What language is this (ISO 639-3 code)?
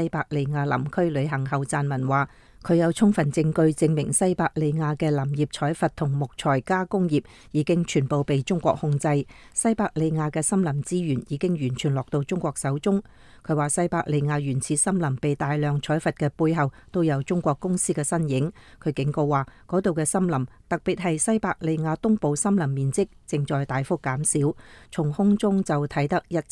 yue